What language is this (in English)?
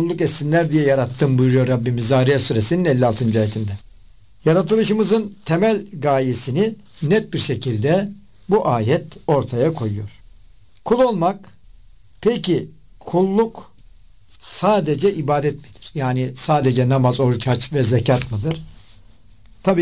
Turkish